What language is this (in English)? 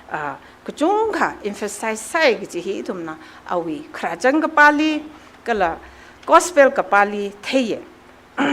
Tangkhul Naga (India)